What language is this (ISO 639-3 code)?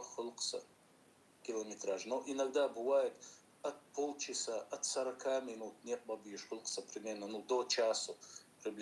che